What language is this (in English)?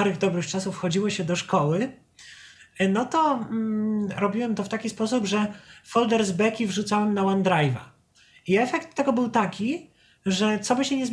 Polish